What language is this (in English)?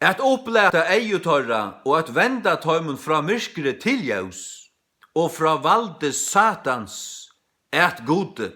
Faroese